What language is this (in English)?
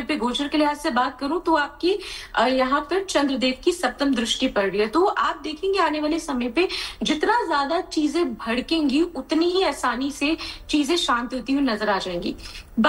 Hindi